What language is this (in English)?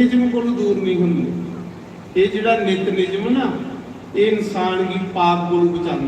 Dogri